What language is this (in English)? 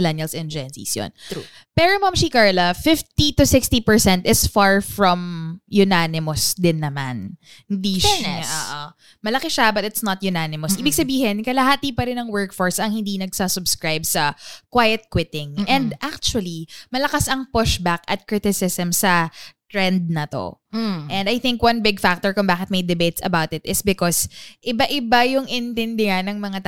Filipino